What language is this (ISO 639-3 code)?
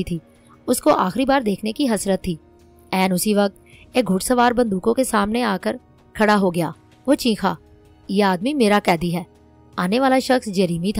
urd